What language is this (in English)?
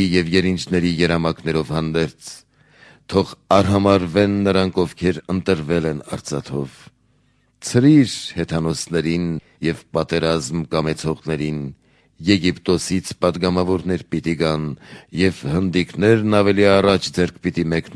Armenian